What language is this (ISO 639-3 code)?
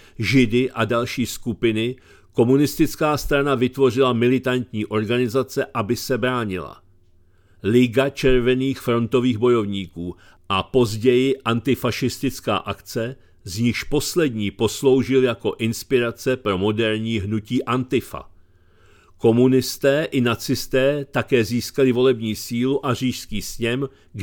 ces